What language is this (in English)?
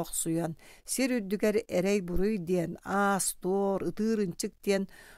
Yakut